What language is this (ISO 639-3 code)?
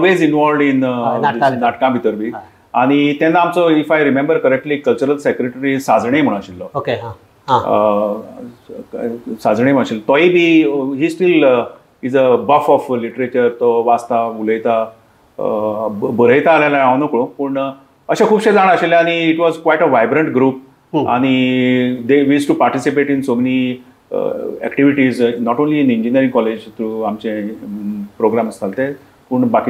kok